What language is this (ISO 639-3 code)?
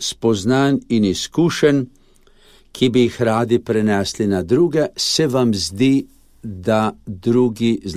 slv